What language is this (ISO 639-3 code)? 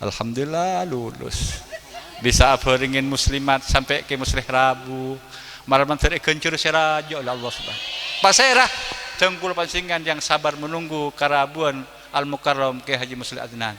mad